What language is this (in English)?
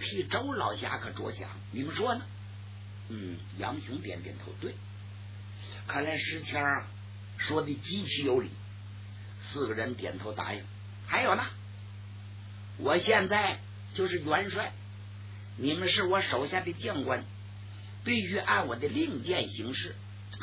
Chinese